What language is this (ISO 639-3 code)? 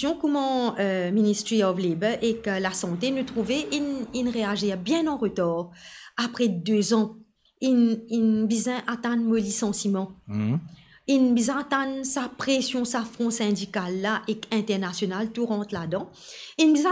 mfe